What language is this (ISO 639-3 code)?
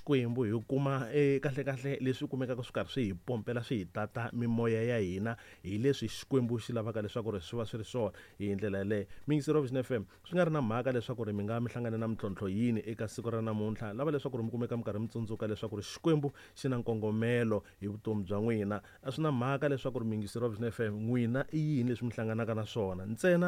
tso